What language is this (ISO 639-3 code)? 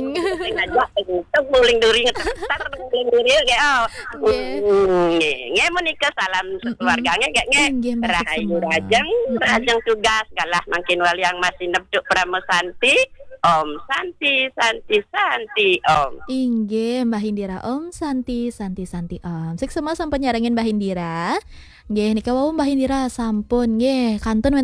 ban